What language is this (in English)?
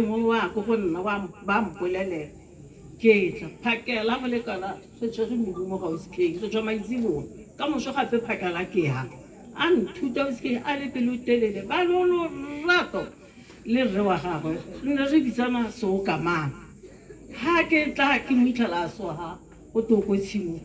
Tswana